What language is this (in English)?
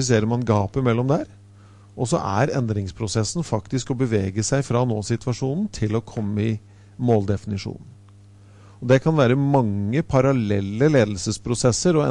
Norwegian